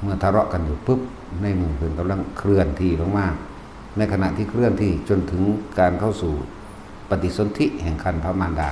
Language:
Northeastern Thai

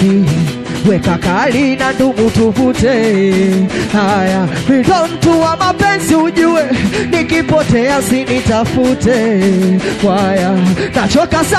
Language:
Swahili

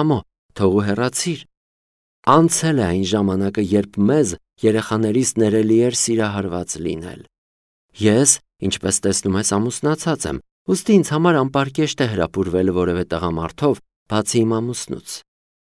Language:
Armenian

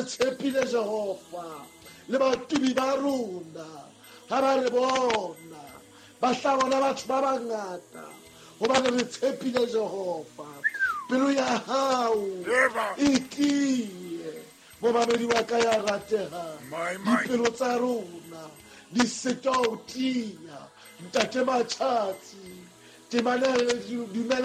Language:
Southern Sotho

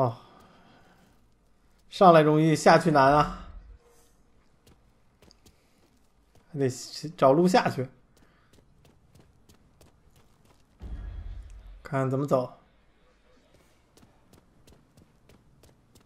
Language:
Chinese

